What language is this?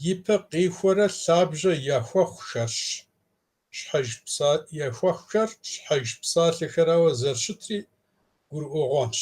Kabardian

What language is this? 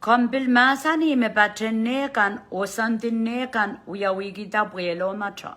Pohnpeian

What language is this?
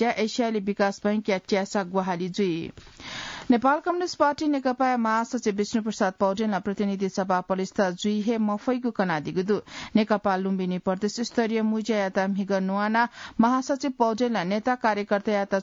Newari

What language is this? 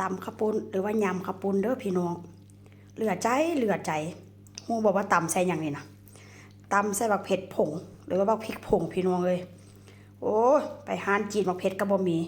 Northeastern Thai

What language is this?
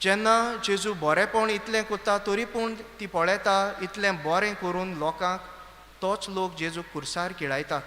Konkani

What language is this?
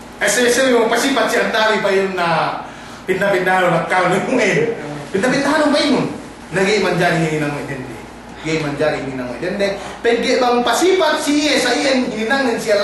Yakan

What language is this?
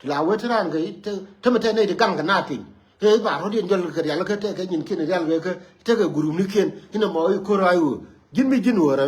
Nuer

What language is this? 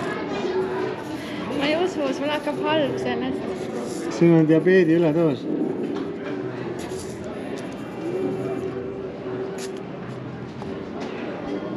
Estonian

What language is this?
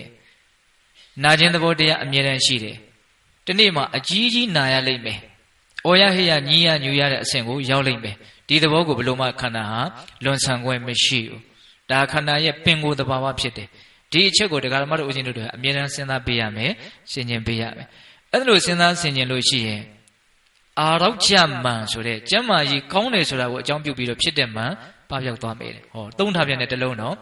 Burmese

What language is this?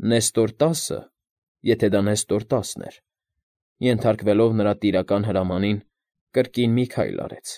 Armenian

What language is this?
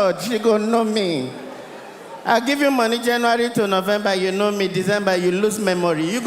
Nigerian Pidgin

